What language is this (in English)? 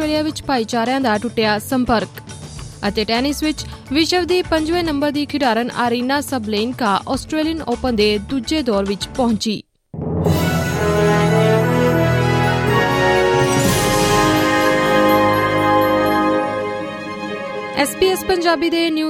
Punjabi